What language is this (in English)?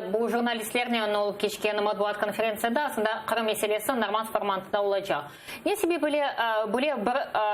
Crimean Tatar